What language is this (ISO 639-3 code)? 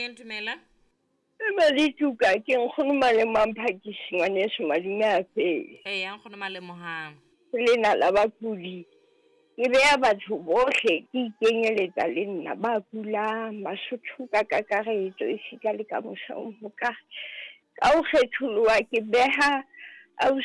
sot